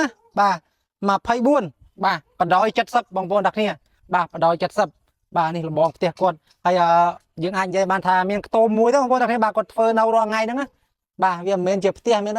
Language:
Khmer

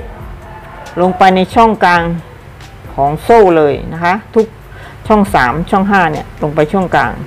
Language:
Thai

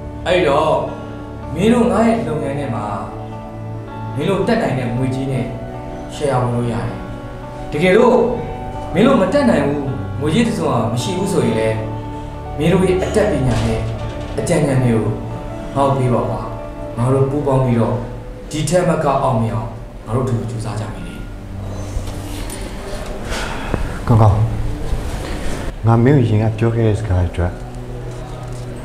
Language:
Burmese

